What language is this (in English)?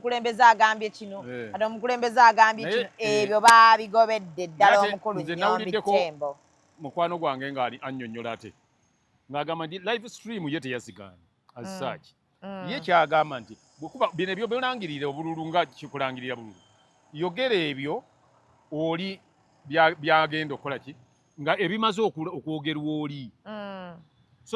Ganda